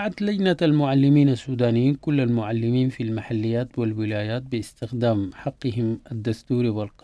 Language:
Sudanese Arabic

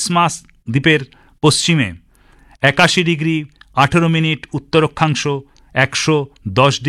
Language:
Bangla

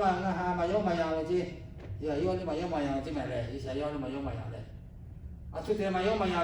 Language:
Lahu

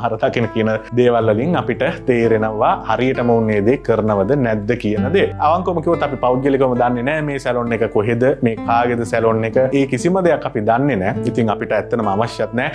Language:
Sinhala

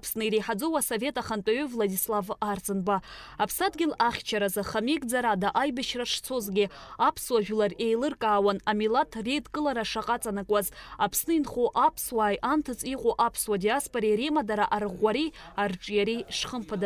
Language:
Abkhazian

